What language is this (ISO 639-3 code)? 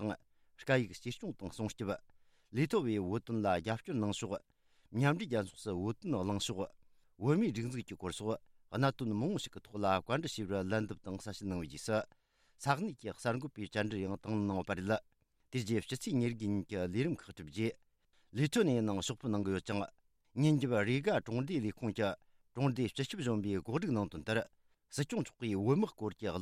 bod